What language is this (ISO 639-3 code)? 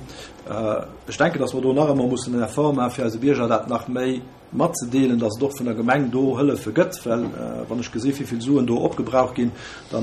ltz